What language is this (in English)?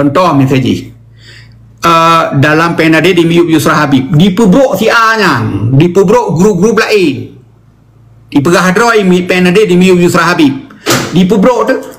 Achinese